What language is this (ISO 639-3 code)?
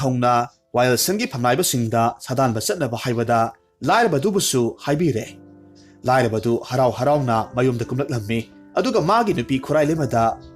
mni